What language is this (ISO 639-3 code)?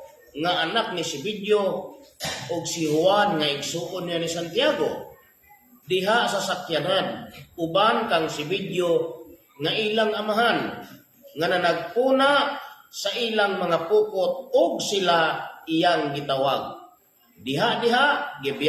ceb